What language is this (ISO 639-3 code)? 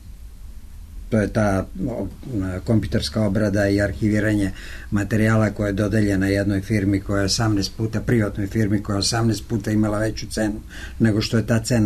srp